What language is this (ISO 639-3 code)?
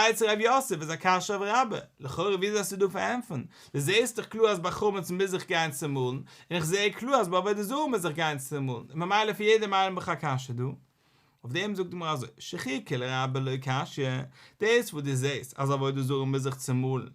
yid